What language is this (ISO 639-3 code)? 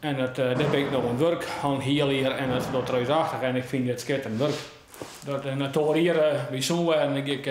fry